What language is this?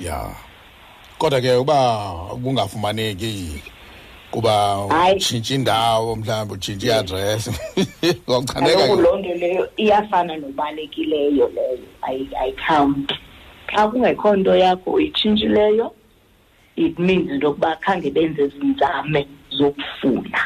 Xhosa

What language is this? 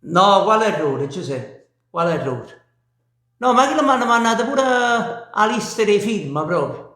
Neapolitan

